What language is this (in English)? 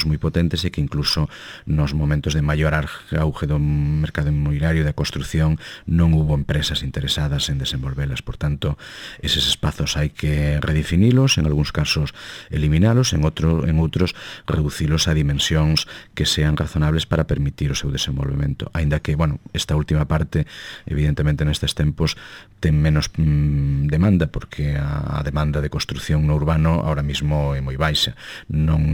Galician